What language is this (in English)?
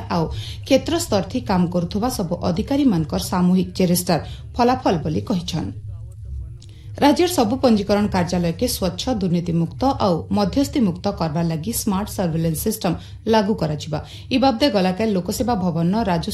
Odia